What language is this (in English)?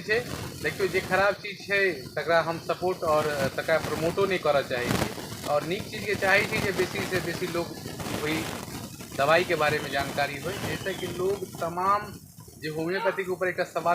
Maithili